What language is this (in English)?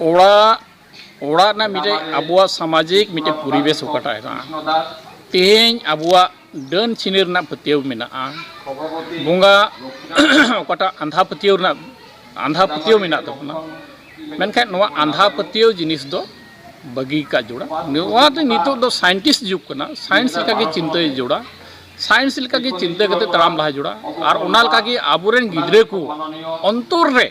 Santali